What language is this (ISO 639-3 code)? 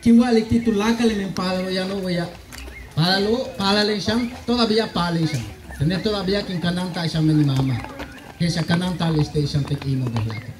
yua